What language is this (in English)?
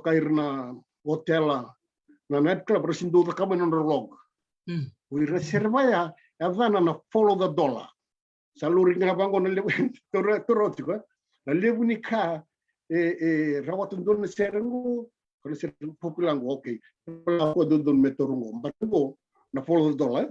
Fijian